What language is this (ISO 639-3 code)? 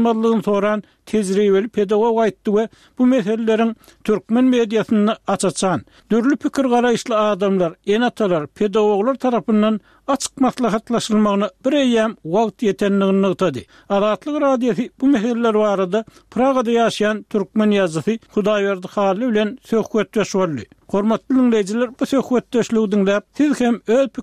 tuk